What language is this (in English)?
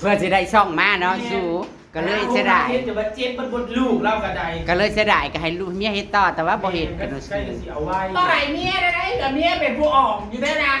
Northeastern Thai